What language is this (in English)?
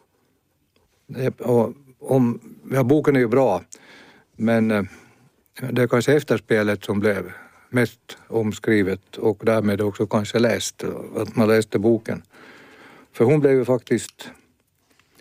Swedish